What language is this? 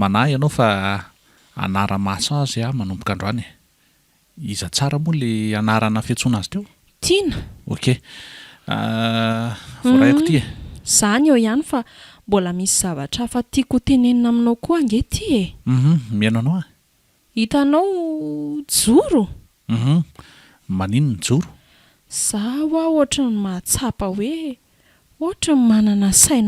Malagasy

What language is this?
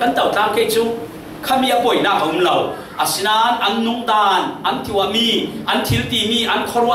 Falam Chin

